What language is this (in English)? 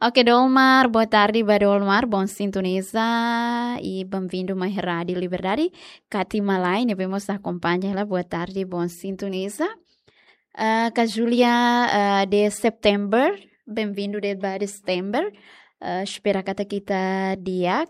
Tetum